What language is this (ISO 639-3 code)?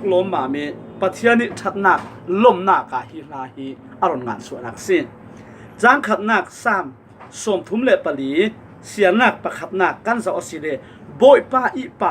cfm